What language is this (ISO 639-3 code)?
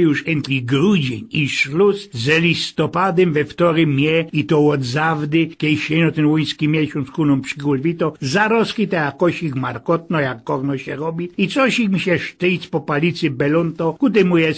szl